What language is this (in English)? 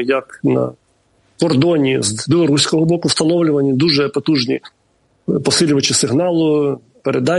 Ukrainian